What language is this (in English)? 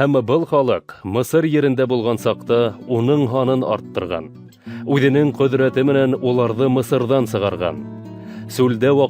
Bashkir